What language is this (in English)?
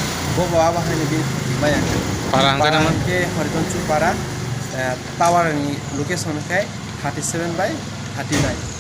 Kok Borok